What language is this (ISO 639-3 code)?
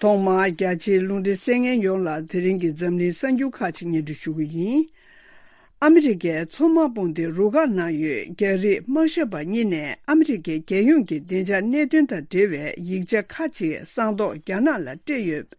bod